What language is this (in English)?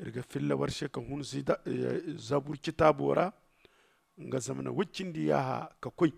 Zarma